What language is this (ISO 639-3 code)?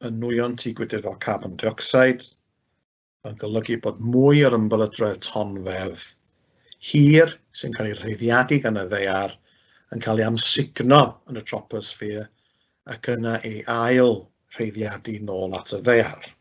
cym